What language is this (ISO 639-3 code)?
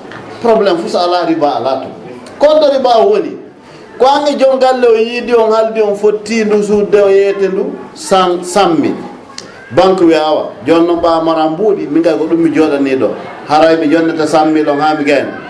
ful